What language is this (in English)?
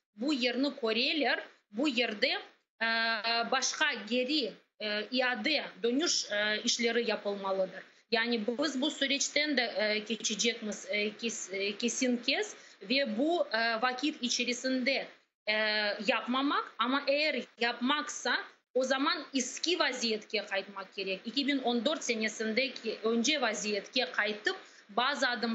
Crimean Tatar